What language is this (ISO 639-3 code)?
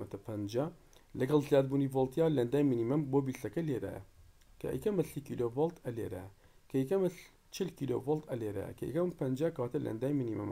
ckb